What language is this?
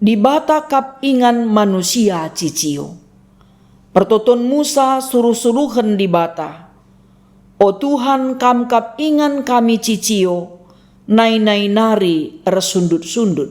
Batak Karo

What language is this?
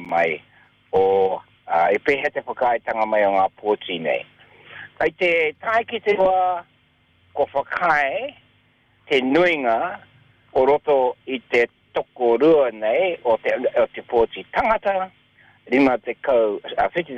Māori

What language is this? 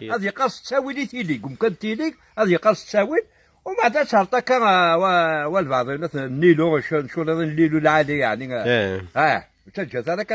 Kabyle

